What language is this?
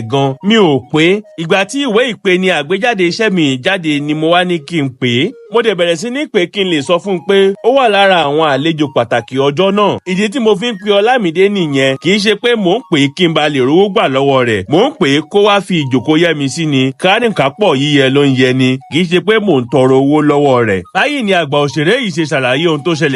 Yoruba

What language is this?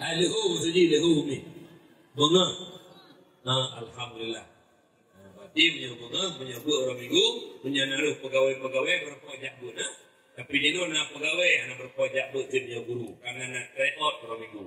Achinese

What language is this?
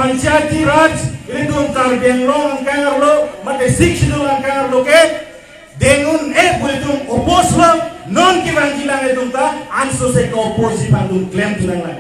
Karbi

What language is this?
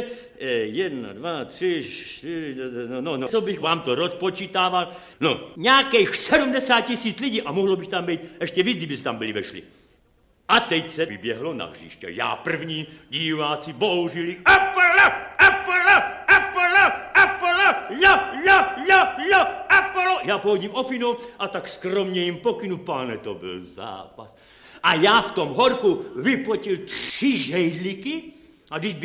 Czech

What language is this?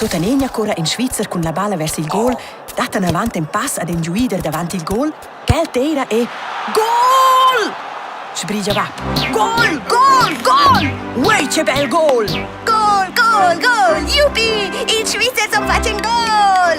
Romansh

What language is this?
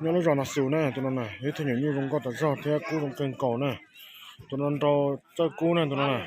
Hmong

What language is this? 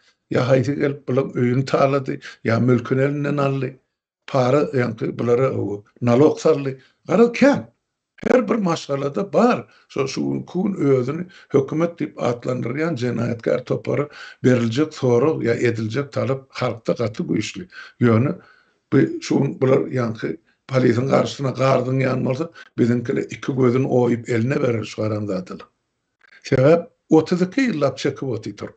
Turkmen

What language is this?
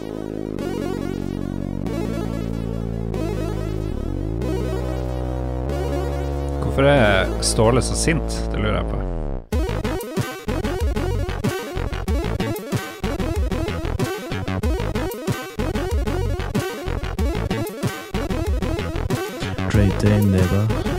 Norwegian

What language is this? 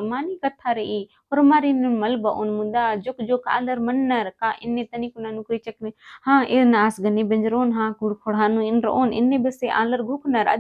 Kurukh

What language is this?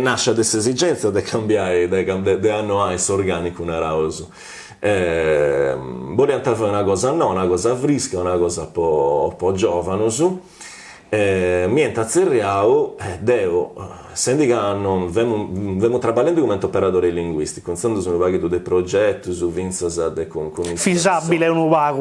Sardinian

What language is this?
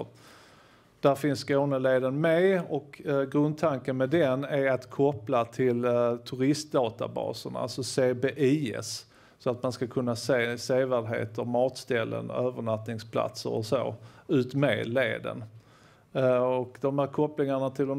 Swedish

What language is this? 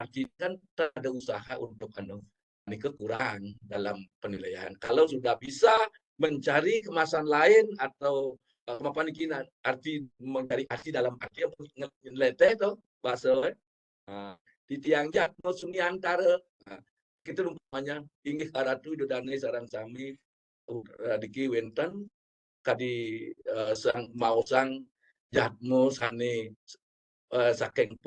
Balinese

